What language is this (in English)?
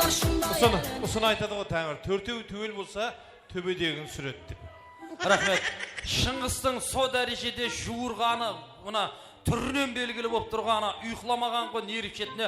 Kara-Kalpak